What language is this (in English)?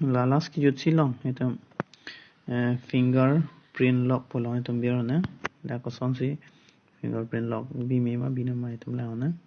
Karbi